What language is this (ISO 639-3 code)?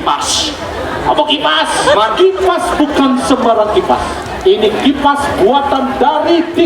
ban